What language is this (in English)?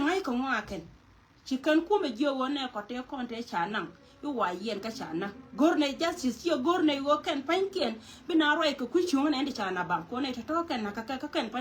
Nuer